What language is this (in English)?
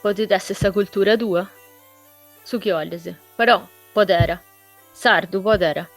Sardinian